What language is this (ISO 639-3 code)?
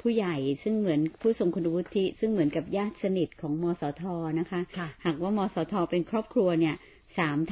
tha